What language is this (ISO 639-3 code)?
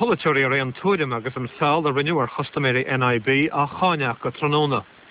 gle